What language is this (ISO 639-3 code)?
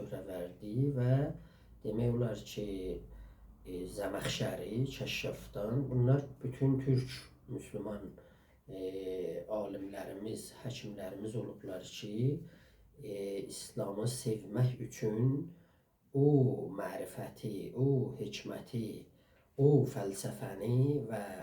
azb